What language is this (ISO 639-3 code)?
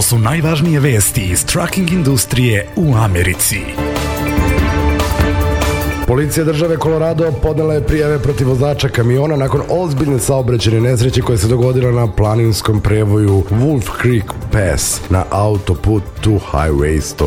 srp